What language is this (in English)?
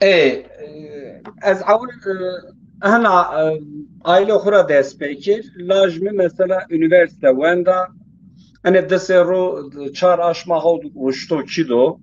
Zaza